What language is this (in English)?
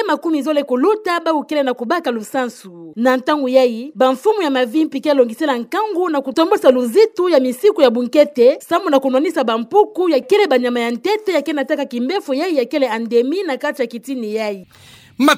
Kituba (Democratic Republic of Congo)